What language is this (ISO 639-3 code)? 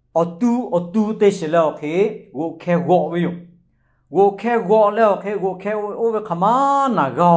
lhu